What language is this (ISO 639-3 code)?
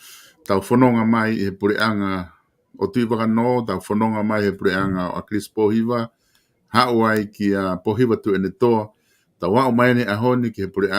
ton